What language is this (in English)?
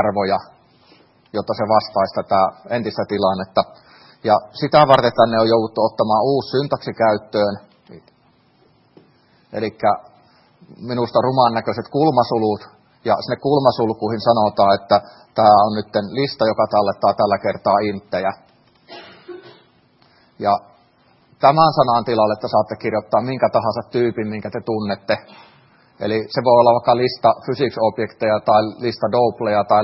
Finnish